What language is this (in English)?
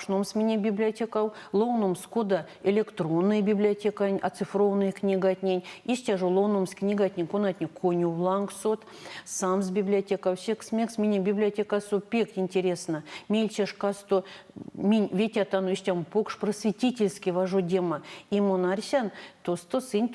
Erzya